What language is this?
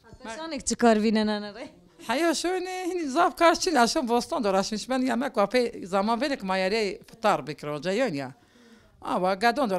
Zaza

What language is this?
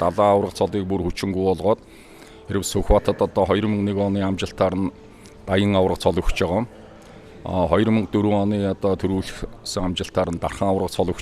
Mongolian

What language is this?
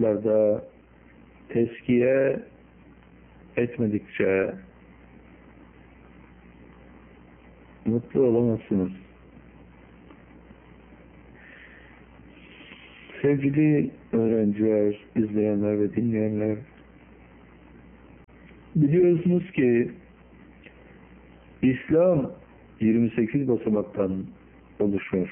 Turkish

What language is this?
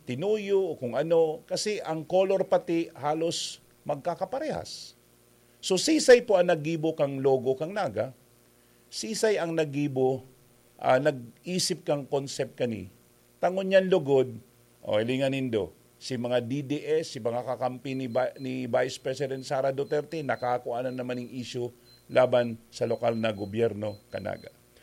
Bikol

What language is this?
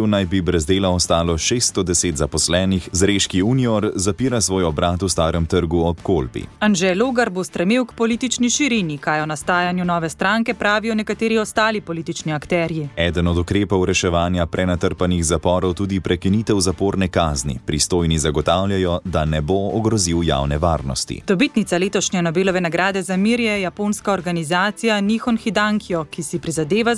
Slovenian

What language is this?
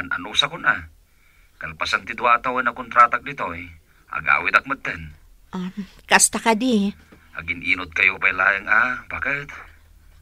Iloko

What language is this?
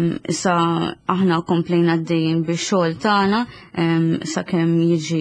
Maltese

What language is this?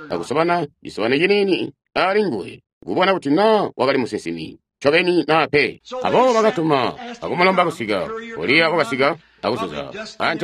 Tonga (Zambia)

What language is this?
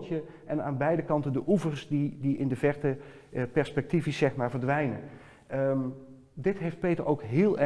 Dutch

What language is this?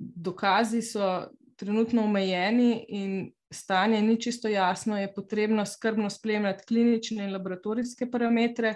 Slovenian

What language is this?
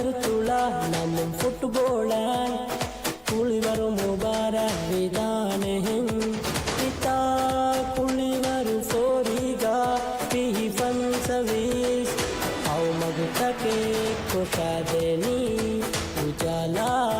Divehi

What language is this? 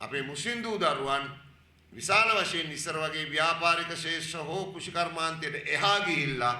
Sinhala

